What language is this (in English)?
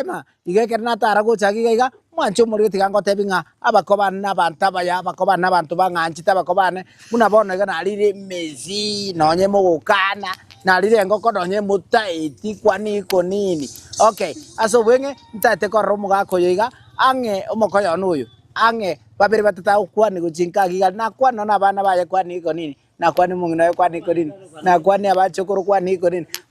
Gusii